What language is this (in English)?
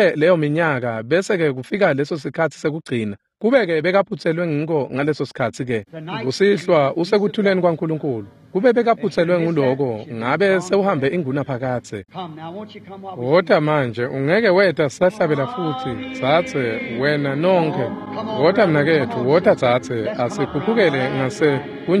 Swati